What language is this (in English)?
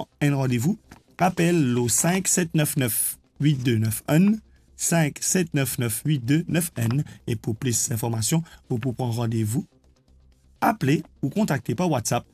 Morisyen